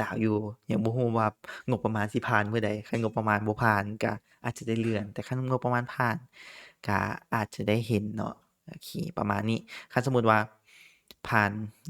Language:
Lao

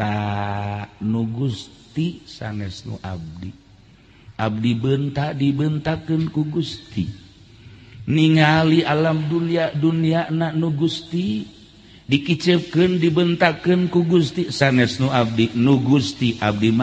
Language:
Sundanese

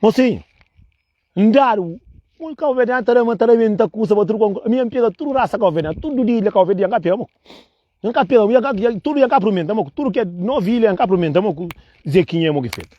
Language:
Kabuverdianu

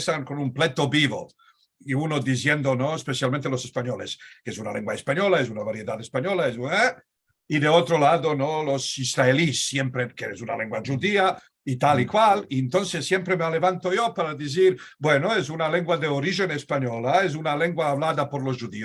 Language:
Ladino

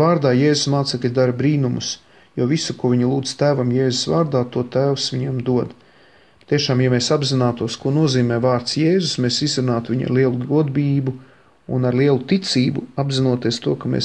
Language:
Latvian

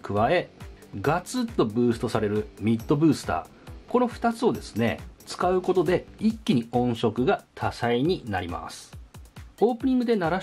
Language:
Japanese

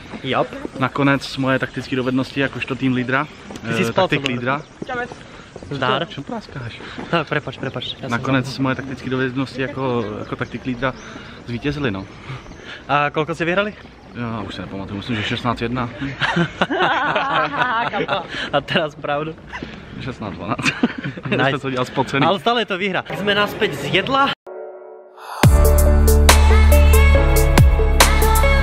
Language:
Slovak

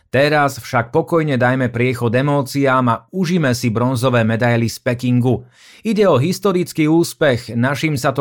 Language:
Slovak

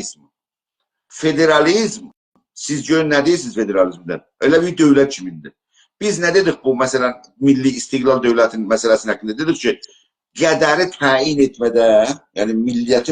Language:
South Azerbaijani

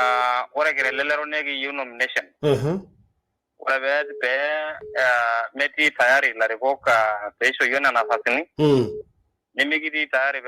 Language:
Masai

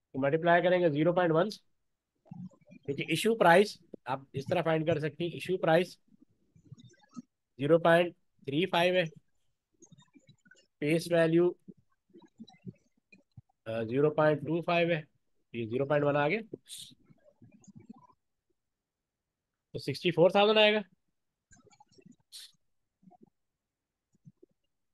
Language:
Hindi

